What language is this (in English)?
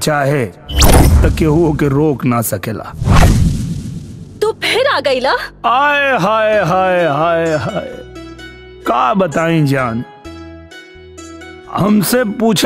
Bhojpuri